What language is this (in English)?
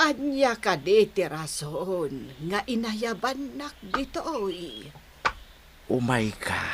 Iloko